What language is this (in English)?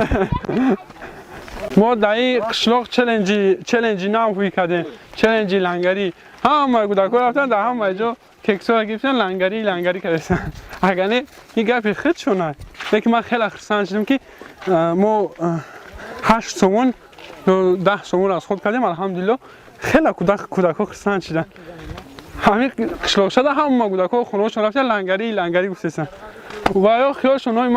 Tajik